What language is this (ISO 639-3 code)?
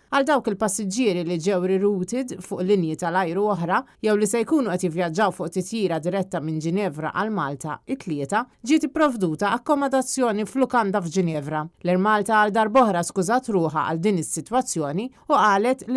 mlt